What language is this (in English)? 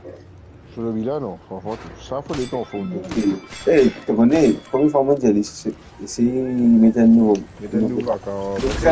Morisyen